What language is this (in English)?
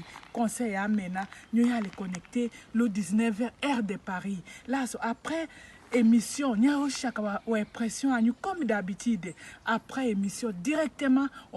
Tetela